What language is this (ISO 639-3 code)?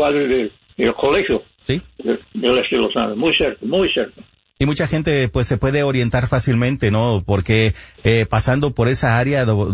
spa